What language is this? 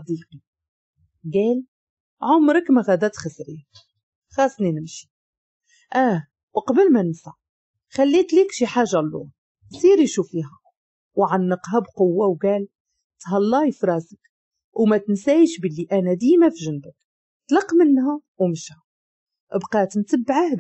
Moroccan Arabic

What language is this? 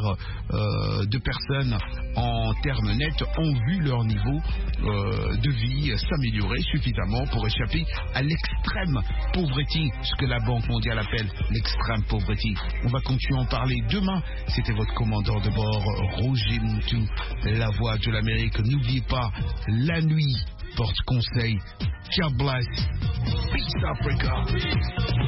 French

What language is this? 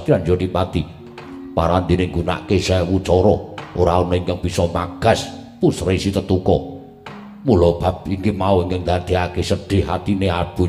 Javanese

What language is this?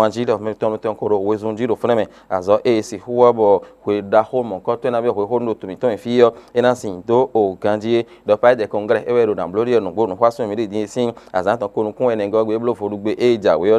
Fon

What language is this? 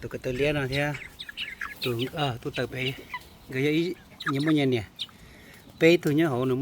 Hmong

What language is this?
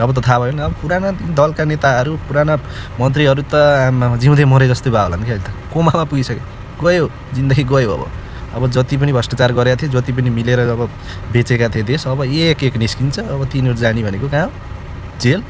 Nepali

